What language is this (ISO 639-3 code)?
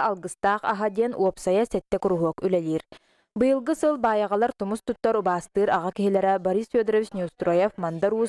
sah